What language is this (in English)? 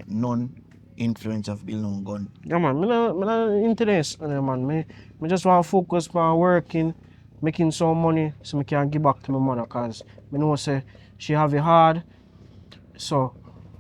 Jamaican Creole English